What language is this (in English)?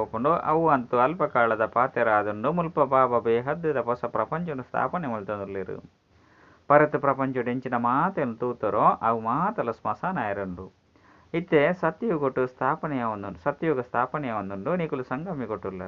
Tulu